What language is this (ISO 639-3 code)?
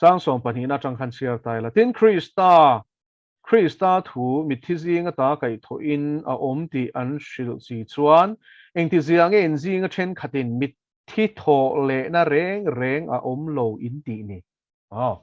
lus